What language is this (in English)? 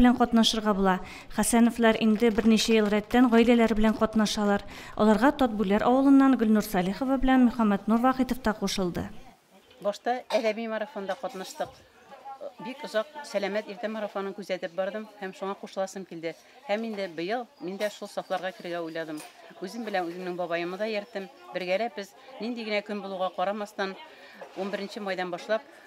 Tatar